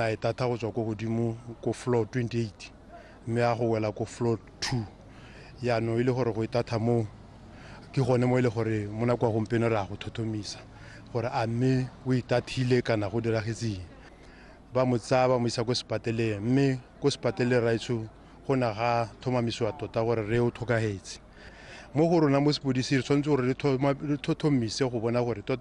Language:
Tswana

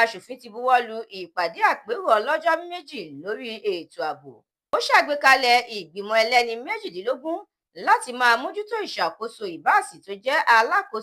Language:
Yoruba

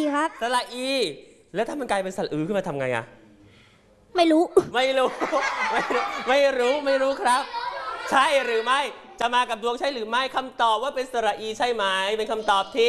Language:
Thai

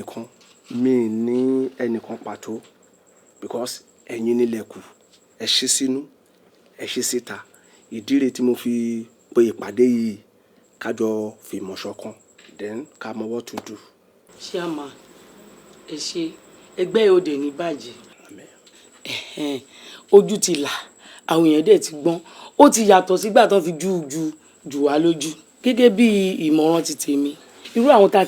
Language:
Yoruba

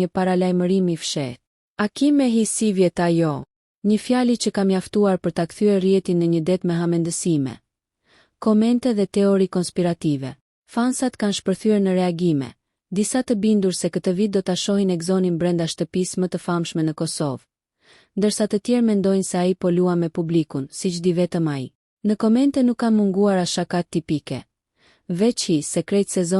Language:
Albanian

